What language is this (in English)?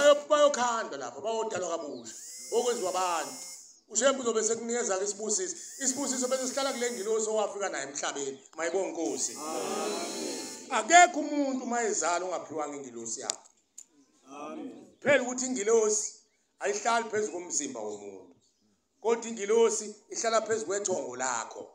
Zulu